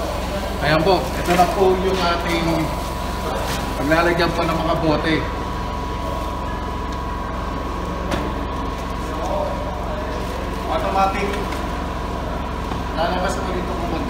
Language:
Filipino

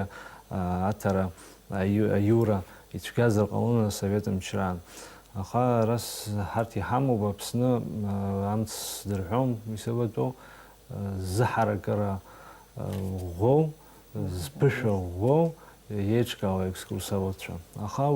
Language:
Abkhazian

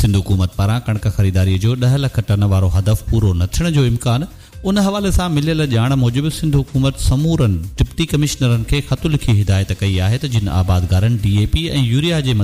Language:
Sindhi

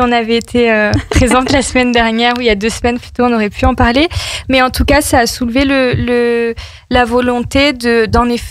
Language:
French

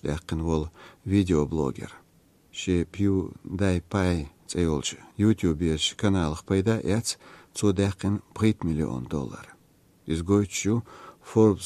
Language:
Chechen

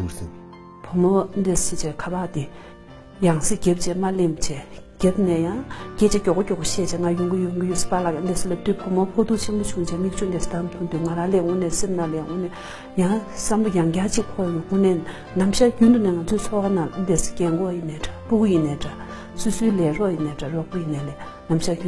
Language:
Tibetan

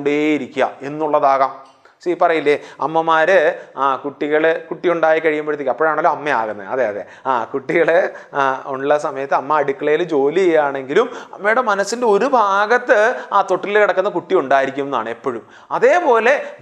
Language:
Malayalam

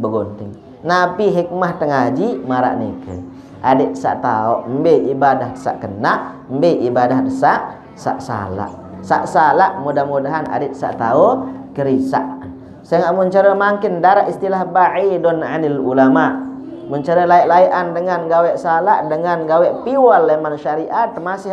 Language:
Sasak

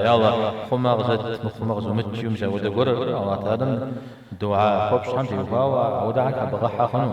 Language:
Kabardian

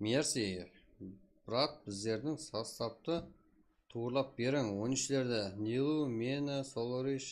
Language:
Kara-Kalpak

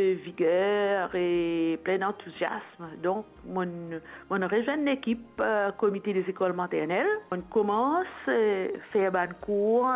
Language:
Morisyen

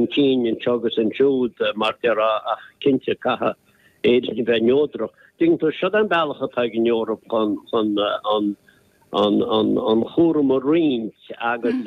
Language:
Irish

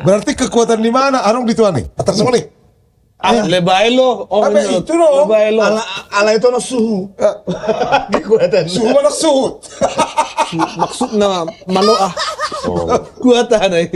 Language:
Batak Toba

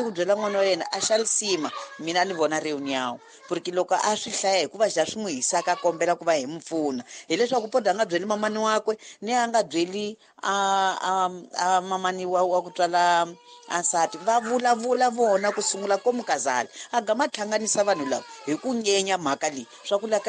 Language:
Tsonga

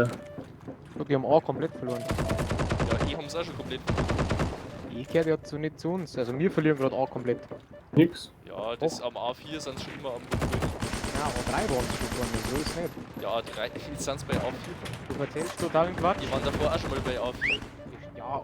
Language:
Bavarian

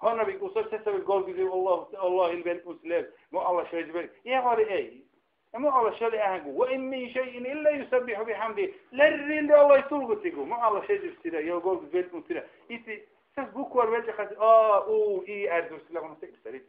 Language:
Dargwa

